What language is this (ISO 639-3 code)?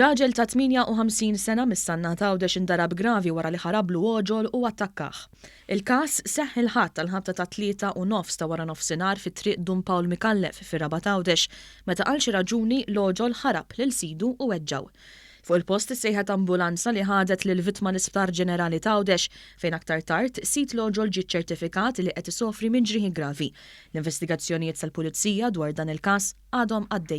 mlt